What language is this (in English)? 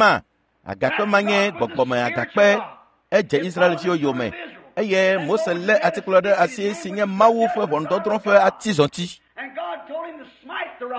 Ewe